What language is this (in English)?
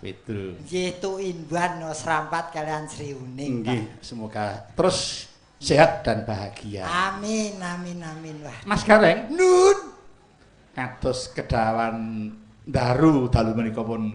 Javanese